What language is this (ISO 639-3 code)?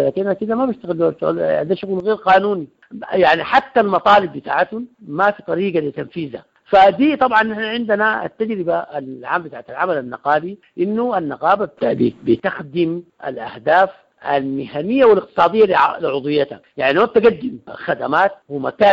apd